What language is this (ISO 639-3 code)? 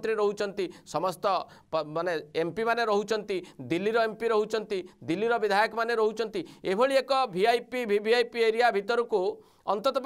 ori